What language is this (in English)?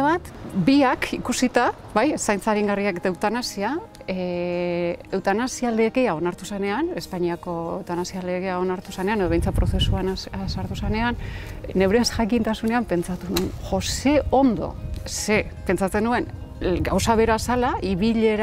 Basque